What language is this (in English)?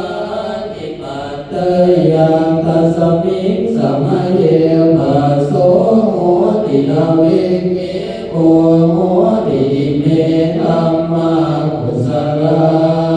Pali